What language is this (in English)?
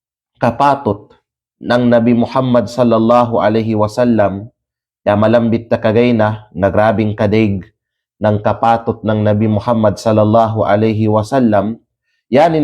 Kalagan